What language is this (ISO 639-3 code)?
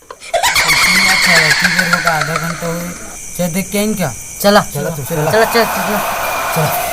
hne